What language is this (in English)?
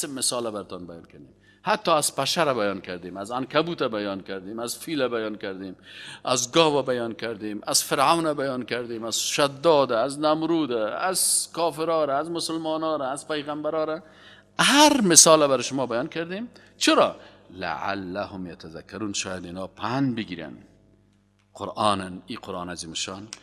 Persian